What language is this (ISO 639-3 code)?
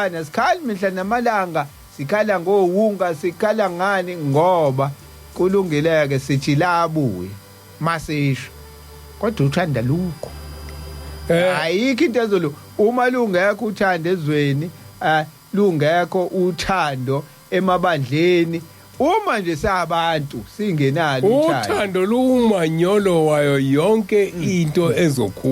zul